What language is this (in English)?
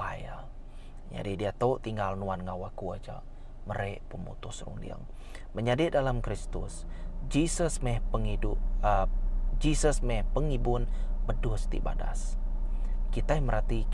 Iban